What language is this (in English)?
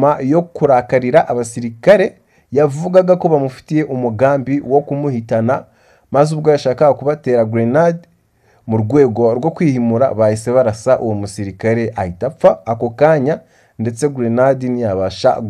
Kinyarwanda